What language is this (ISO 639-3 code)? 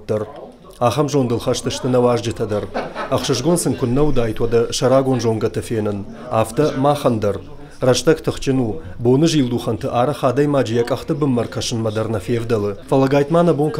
oss